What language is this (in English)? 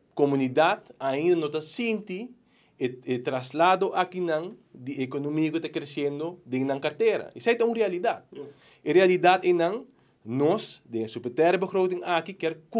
Papiamento